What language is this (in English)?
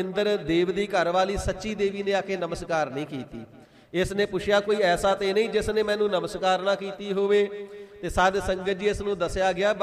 Punjabi